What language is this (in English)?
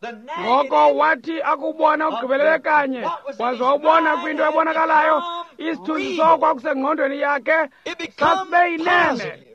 Xhosa